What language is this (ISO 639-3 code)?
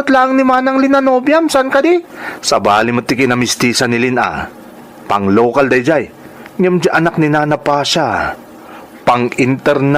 ilo